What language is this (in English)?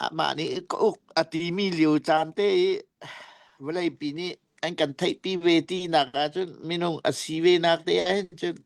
Hakha Chin